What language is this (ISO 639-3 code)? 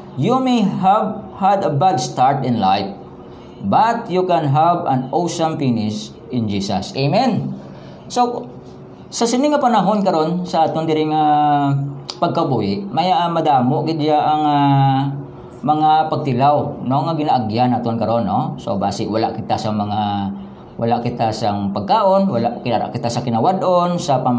hil